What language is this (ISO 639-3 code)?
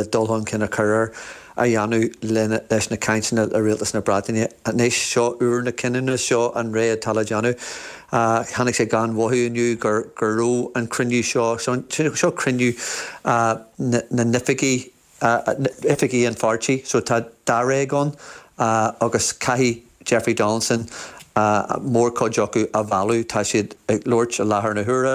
gle